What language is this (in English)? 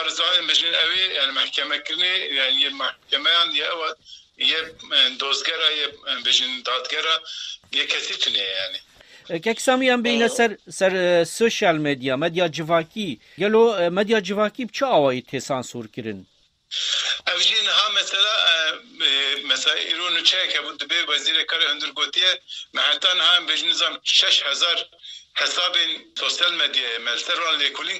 Kurdish